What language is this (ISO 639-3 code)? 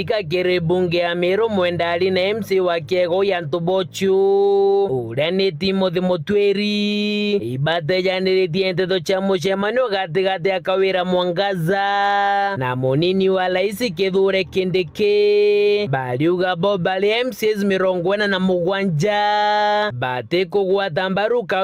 mer